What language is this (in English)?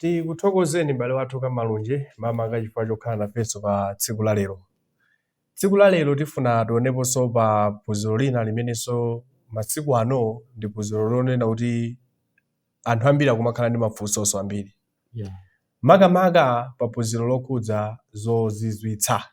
Nyanja